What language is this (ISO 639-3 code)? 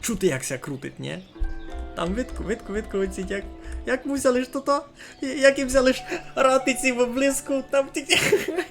rue